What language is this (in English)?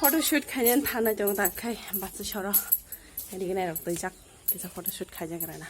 Kok Borok